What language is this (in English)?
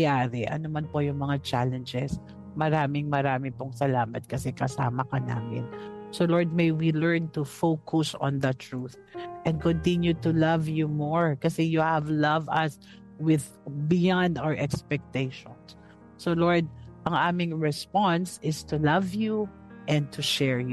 Filipino